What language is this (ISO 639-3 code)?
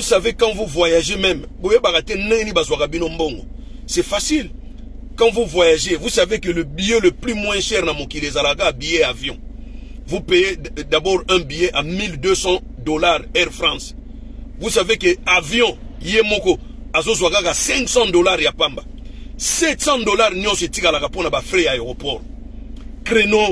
lin